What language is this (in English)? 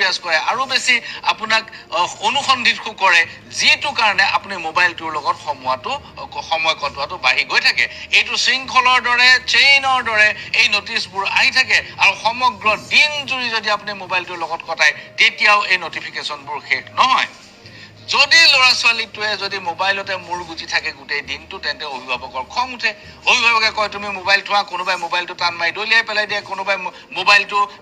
Assamese